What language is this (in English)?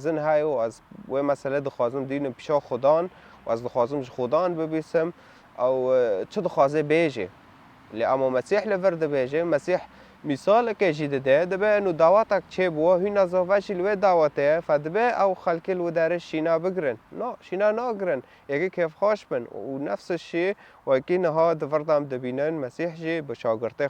Kurdish